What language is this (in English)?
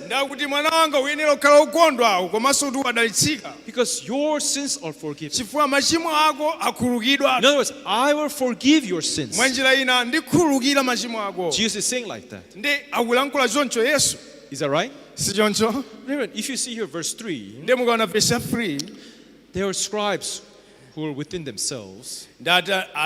Nyanja